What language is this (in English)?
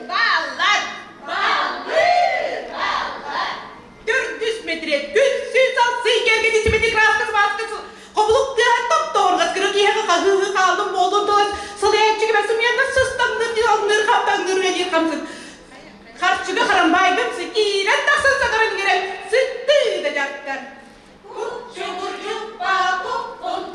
Yakut